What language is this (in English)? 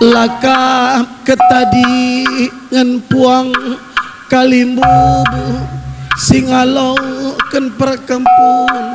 Batak Karo